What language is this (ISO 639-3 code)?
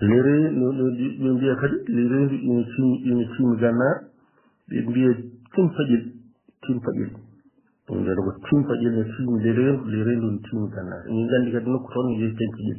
ful